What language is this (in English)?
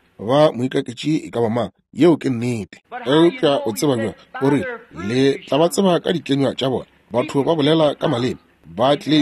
Northern Sotho